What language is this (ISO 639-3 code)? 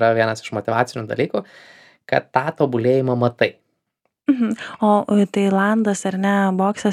lit